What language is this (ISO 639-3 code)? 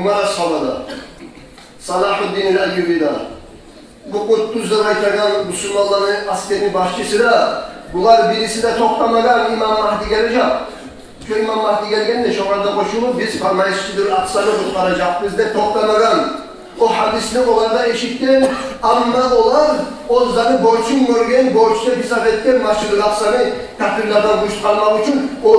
kum